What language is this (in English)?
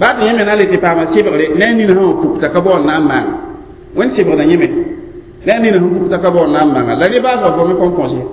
Mossi